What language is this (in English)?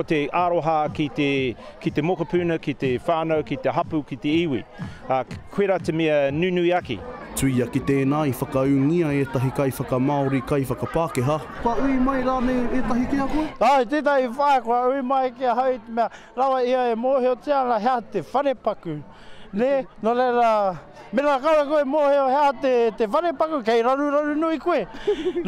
Māori